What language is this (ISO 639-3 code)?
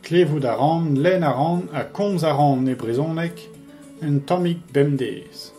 bre